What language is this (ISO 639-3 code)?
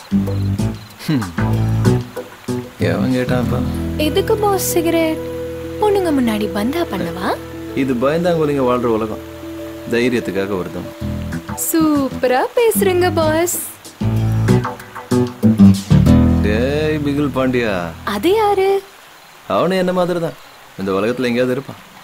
tam